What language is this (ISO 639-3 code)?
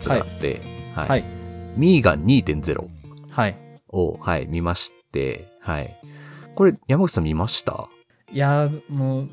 jpn